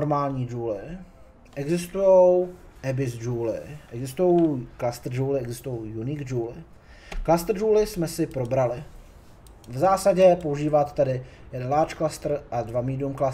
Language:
Czech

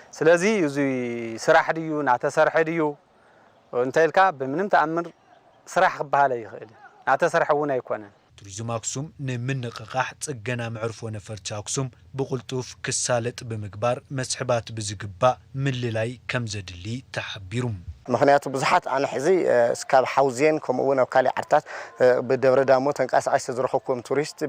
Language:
Tigrinya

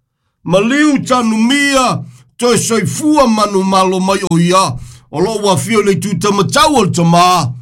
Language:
Samoan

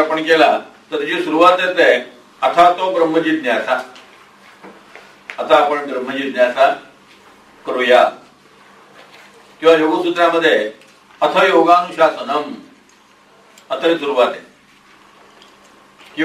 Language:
Marathi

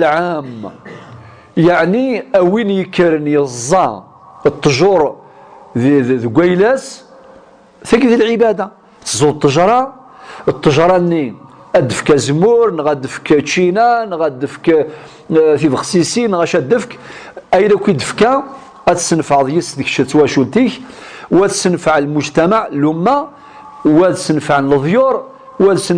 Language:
Kabyle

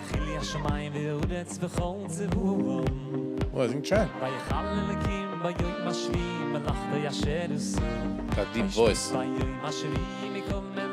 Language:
Yiddish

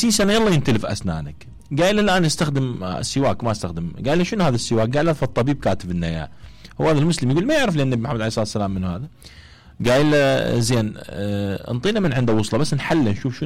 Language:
Mesopotamian Arabic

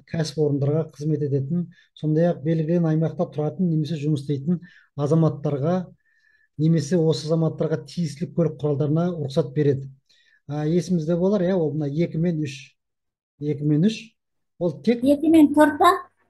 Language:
Kazakh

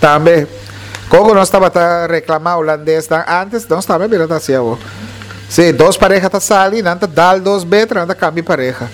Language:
Papiamento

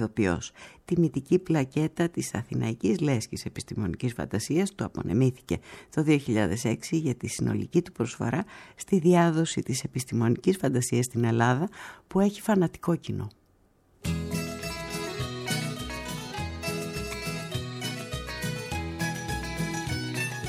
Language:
Greek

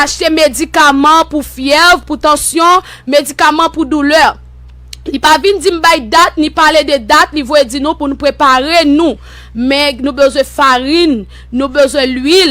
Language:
Haitian Creole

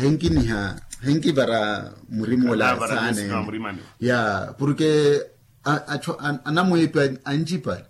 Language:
Makhuwa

